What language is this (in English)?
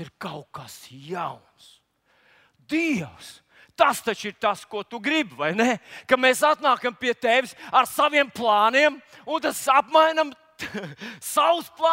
Latvian